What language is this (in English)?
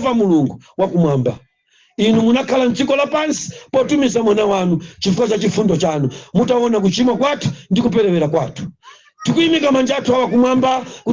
Nyanja